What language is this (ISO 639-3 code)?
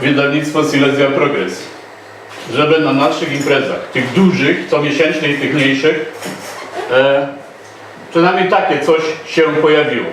szl